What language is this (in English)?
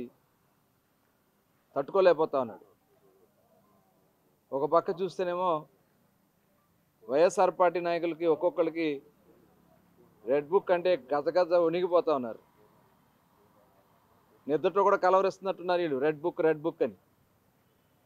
Telugu